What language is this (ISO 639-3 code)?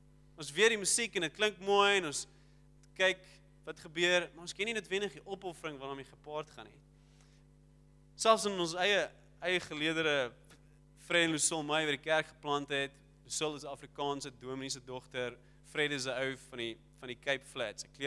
afr